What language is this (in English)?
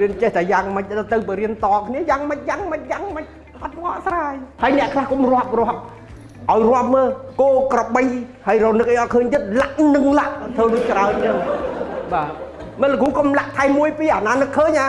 Khmer